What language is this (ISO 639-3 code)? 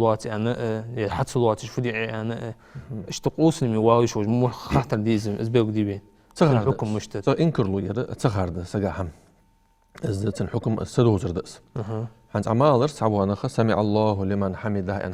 inh